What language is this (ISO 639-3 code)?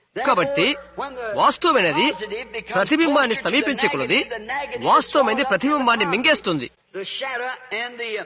tel